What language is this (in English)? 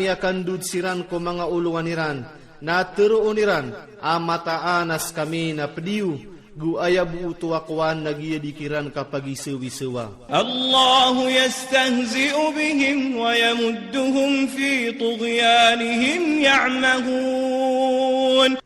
Maranao